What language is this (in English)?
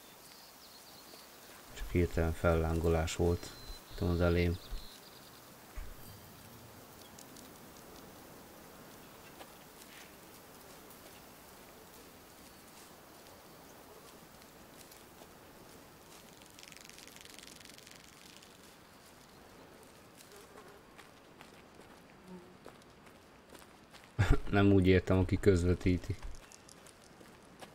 Hungarian